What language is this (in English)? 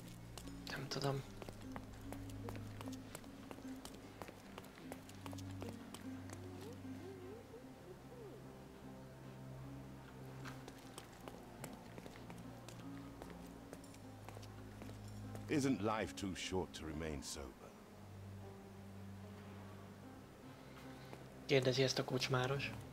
Hungarian